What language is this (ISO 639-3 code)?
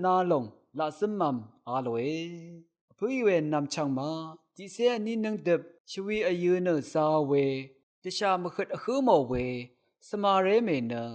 raw